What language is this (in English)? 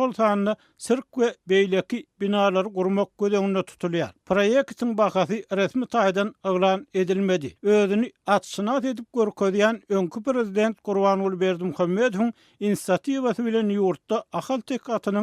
Turkmen